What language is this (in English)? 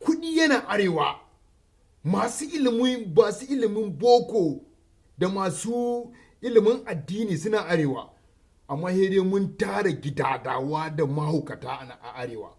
Hausa